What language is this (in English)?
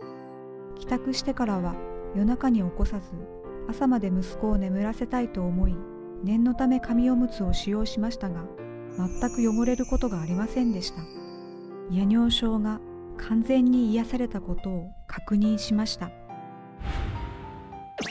Japanese